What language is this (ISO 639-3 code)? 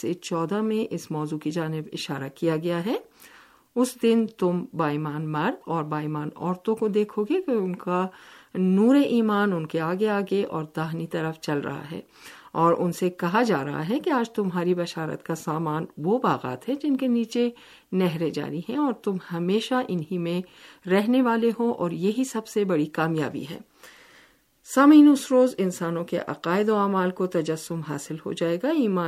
urd